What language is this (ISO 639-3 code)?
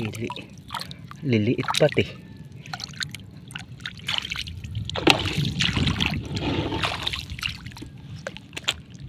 fil